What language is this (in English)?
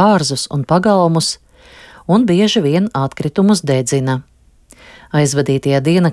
Latvian